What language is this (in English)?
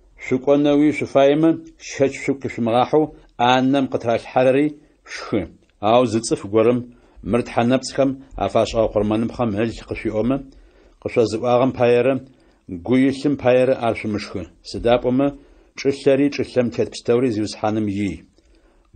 Adyghe